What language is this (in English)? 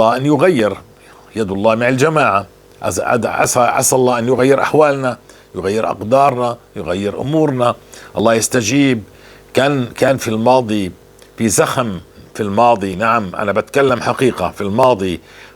North Levantine Arabic